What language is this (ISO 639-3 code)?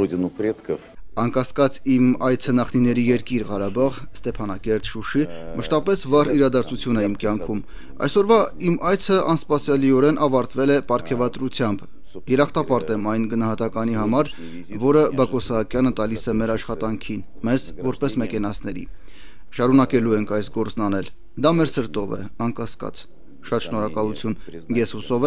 hye